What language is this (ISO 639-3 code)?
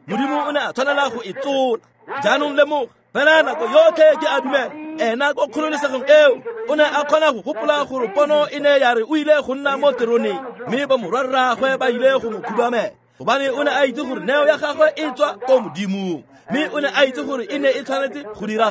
tsn